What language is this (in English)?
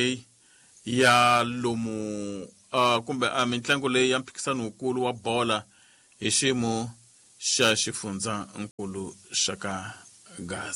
Tsonga